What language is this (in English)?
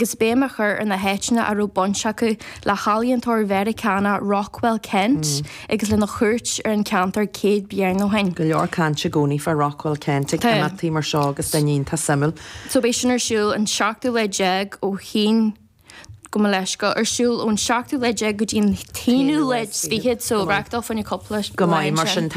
Irish